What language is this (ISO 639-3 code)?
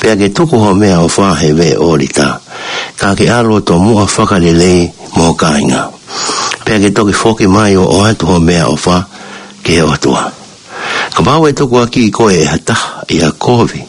ton